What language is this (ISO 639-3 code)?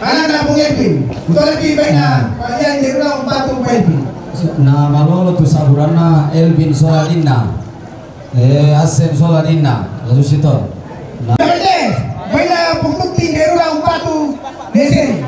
sda